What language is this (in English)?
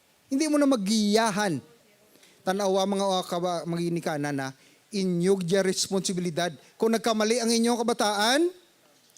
Hiligaynon